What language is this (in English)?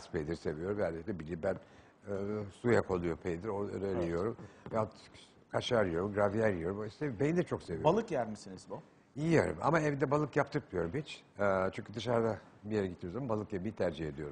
Turkish